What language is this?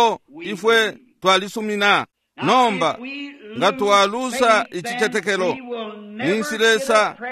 Bemba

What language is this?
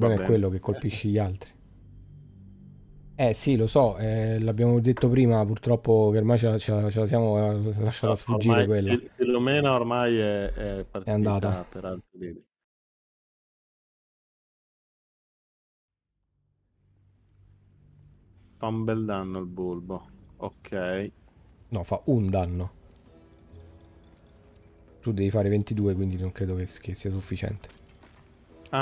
Italian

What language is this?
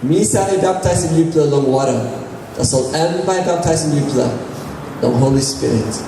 Tok Pisin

